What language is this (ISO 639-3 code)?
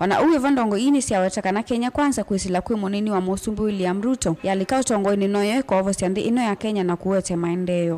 kam